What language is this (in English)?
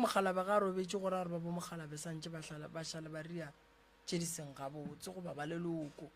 Northern Sotho